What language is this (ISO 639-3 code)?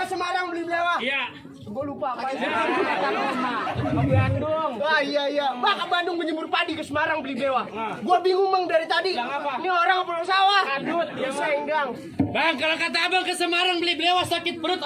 bew